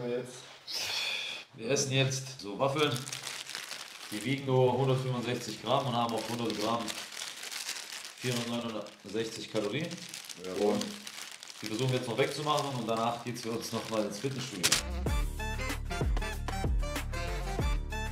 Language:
German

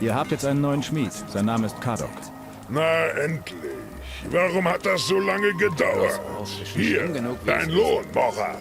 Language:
Bavarian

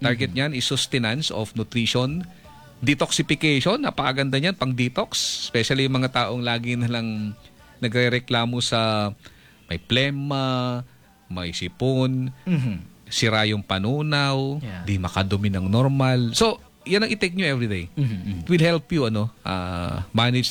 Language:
Filipino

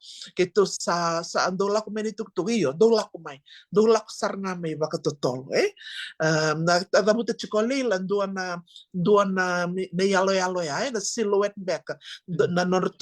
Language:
Fijian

